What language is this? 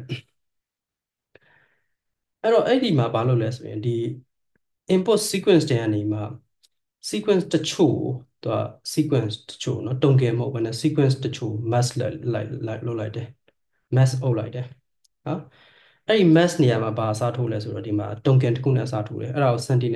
Burmese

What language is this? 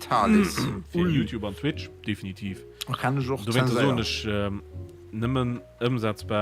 Luxembourgish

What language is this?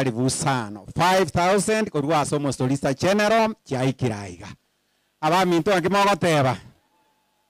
Gusii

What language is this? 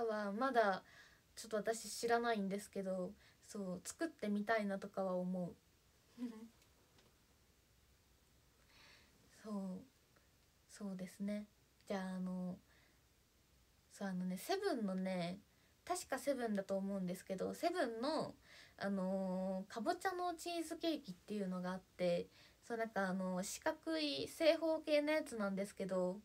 Japanese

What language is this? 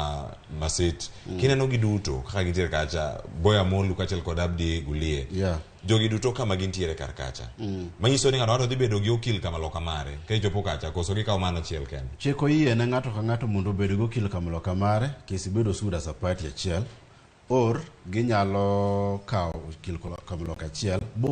Luo (Kenya and Tanzania)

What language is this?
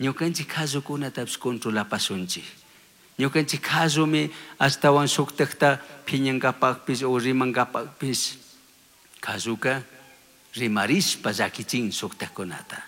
Chimborazo Highland Quichua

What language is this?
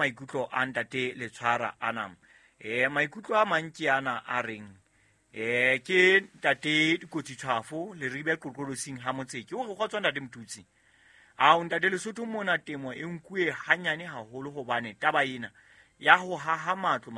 Southern Sotho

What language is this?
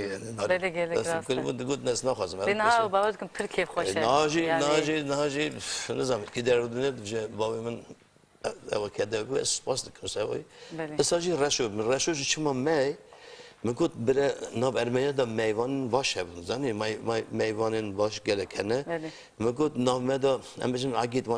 Kurdish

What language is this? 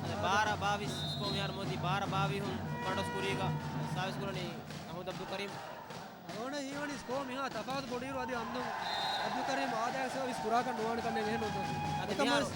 Divehi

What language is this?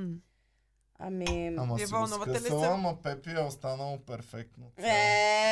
Bulgarian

